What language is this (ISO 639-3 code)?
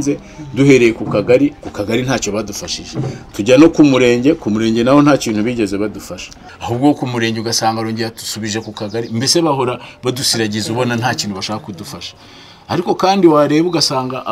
kin